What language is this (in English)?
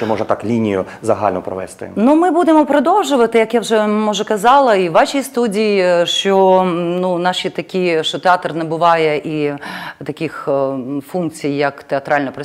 Ukrainian